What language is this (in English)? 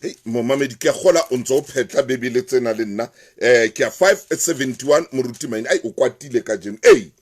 Southern Sotho